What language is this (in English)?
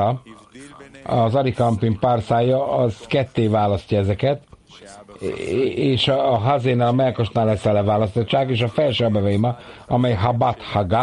Hungarian